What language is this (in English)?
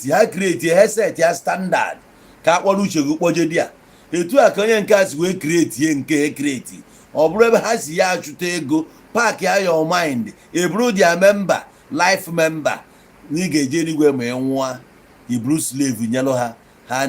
Igbo